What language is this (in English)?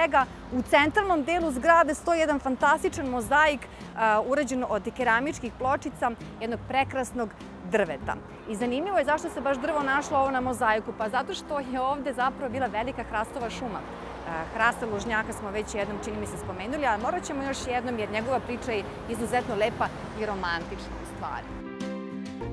Serbian